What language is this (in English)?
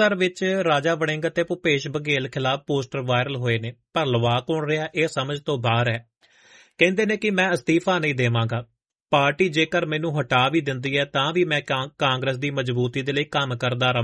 Punjabi